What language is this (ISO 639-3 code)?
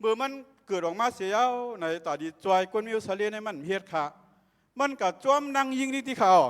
shn